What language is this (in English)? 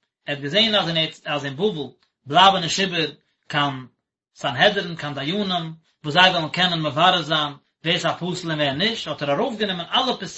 Yiddish